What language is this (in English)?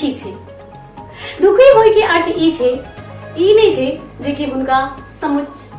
Maithili